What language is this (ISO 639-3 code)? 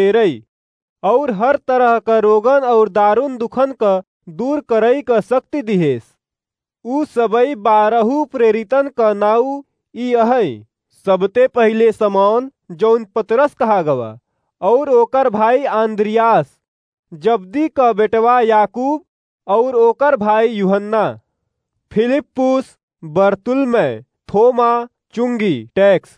awa